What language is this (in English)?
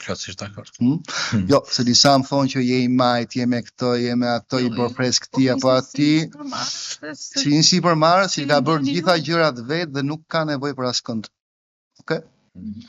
Albanian